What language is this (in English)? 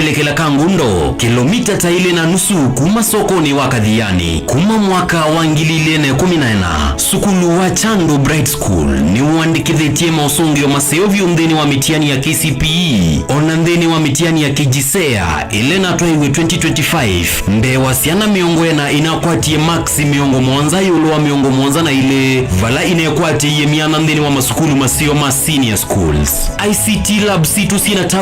Kamba